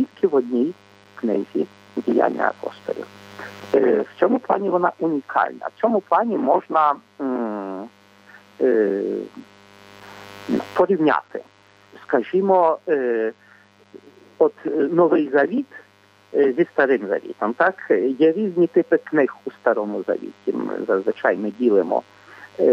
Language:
Ukrainian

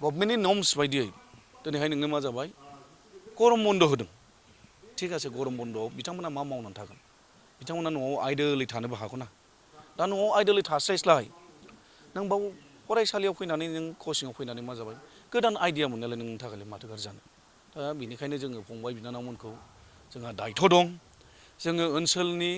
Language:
Bodo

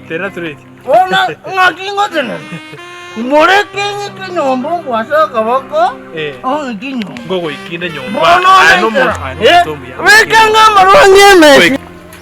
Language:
Gusii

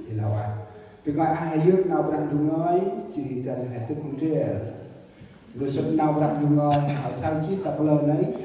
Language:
Central Mnong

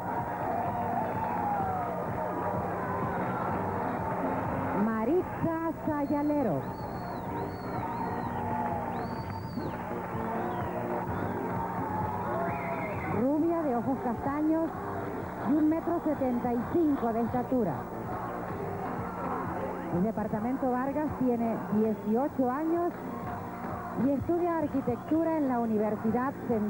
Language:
Spanish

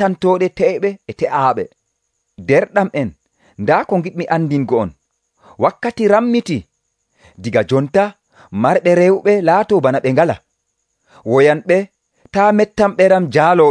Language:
Nigerian Fulfulde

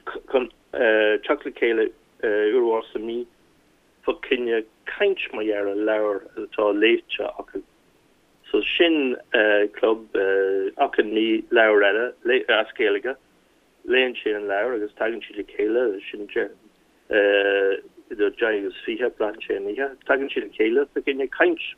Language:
Irish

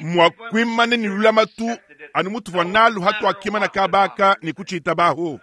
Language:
Luba-Lulua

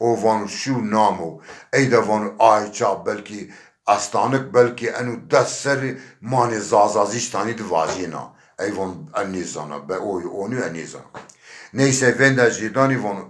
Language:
Zaza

